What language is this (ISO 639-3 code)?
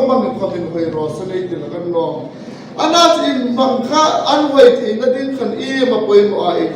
hmr